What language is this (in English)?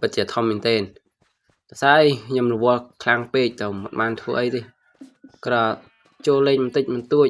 Khmer